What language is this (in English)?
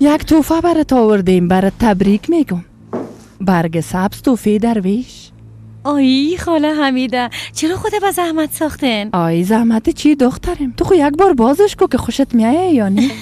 Persian